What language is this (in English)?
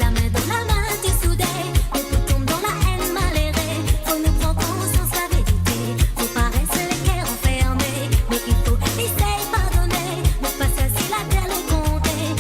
Morisyen